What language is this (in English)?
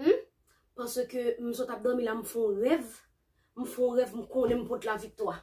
Haitian Creole